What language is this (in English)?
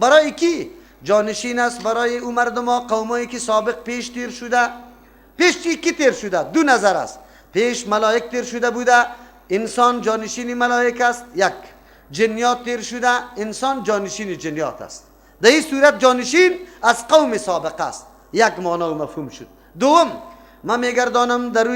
Persian